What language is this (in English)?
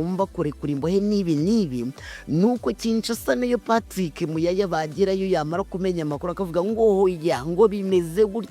Kinyarwanda